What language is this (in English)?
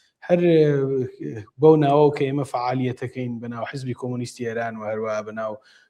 Central Kurdish